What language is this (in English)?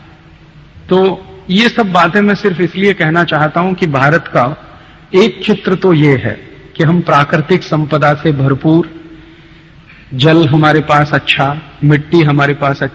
Hindi